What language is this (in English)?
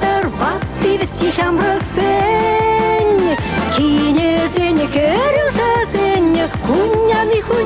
Chuvash